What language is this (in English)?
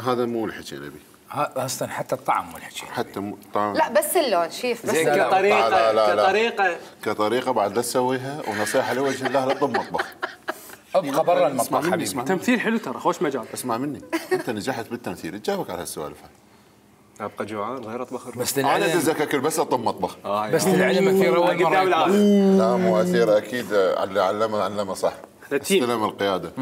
Mesopotamian Arabic